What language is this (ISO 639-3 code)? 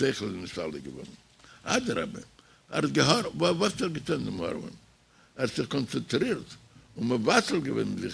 yid